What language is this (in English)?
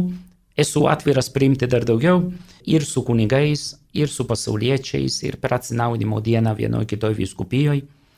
Lithuanian